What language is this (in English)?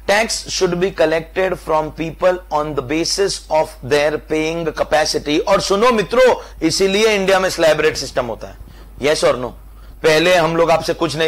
Hindi